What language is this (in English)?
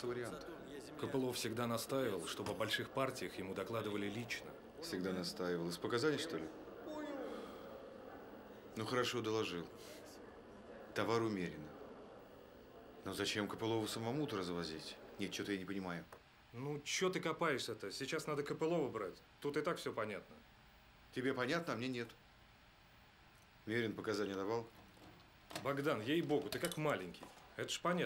Russian